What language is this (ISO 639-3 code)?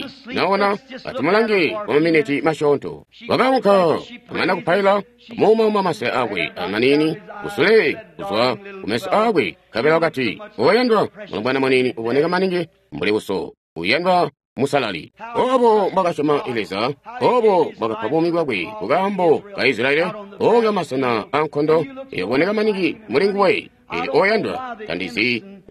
toi